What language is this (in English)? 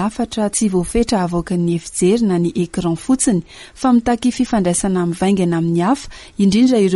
Malagasy